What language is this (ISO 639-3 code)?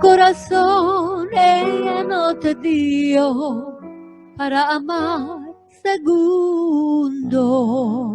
lad